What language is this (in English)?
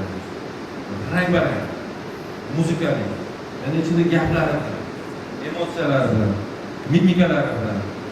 Uzbek